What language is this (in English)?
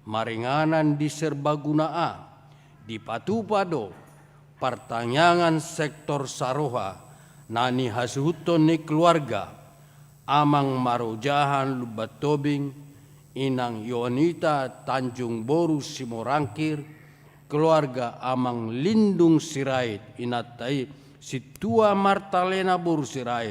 Batak Toba